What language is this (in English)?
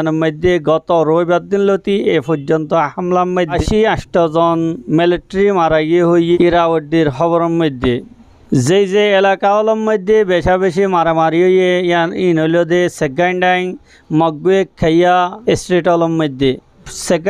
Rohingya